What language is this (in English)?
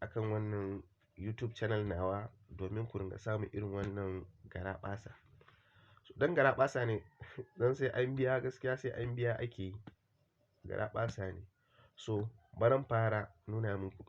Hausa